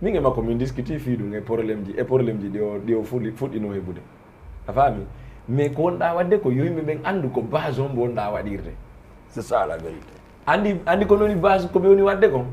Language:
Fula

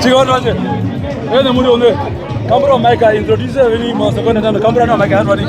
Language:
Herero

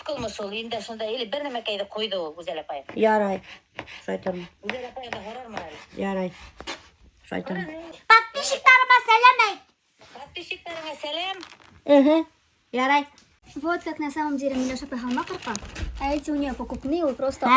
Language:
Bashkir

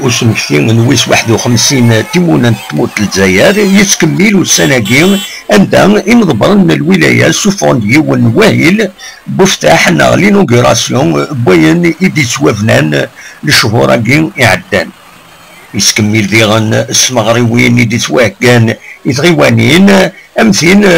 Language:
Kabyle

